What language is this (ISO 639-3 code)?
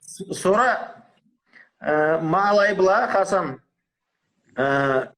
krc